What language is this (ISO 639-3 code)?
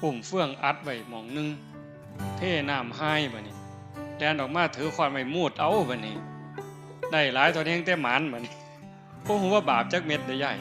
tts